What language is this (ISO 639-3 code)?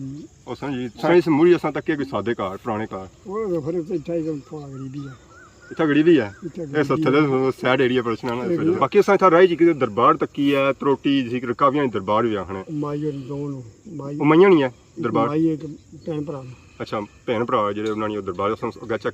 phr